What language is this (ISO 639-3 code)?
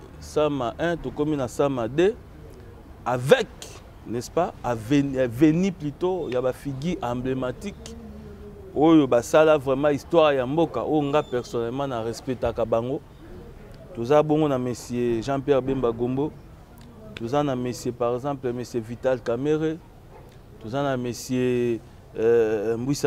lin